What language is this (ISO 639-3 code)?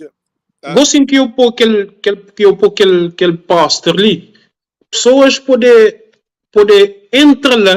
kea